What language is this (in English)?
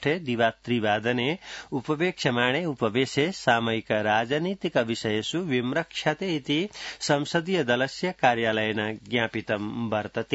Sanskrit